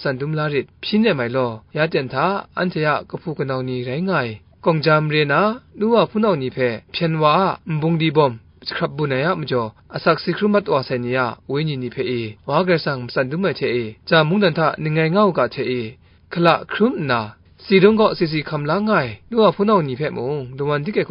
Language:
Kachin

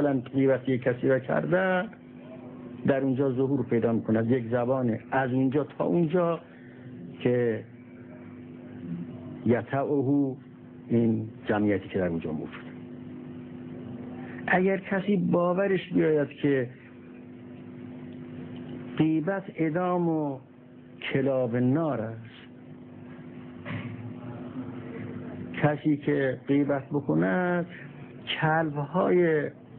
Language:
Persian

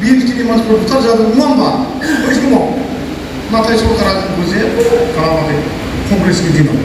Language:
Bodo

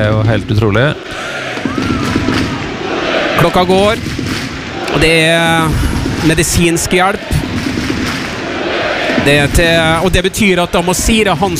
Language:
Norwegian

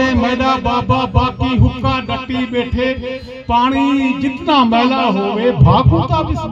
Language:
Saraiki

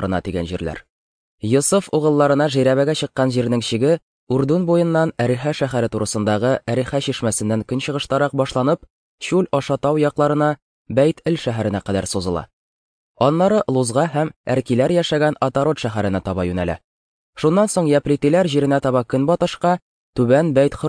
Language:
Tatar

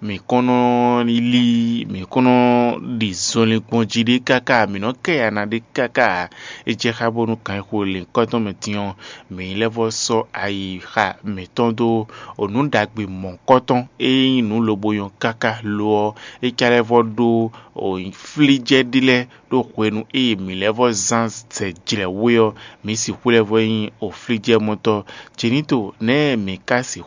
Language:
Fon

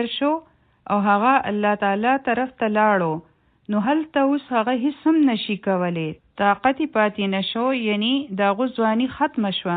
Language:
Pashto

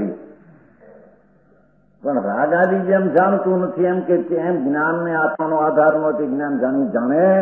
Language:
Gujarati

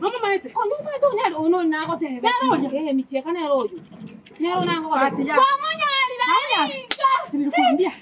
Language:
Gusii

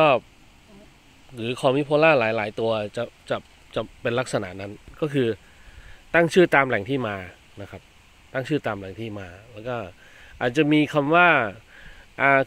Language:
Thai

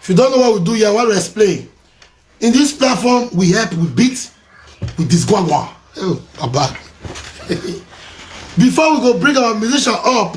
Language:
Nigerian Pidgin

